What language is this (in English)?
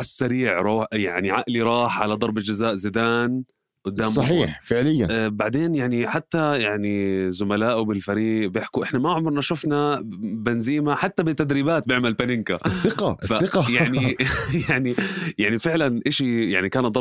North Levantine Arabic